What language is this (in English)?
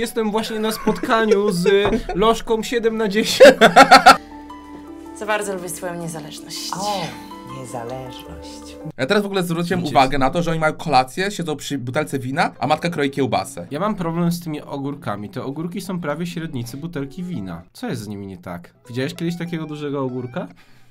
Polish